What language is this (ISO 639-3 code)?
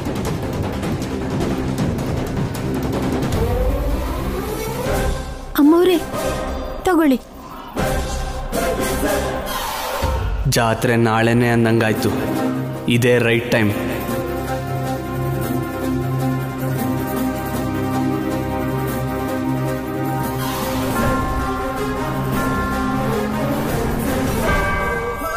kan